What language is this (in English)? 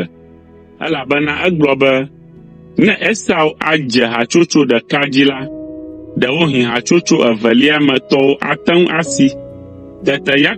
Ewe